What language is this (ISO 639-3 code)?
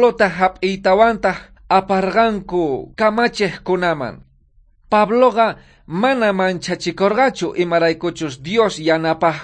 quh